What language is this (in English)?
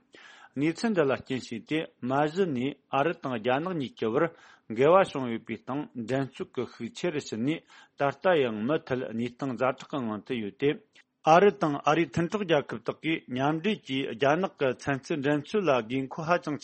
Tibetan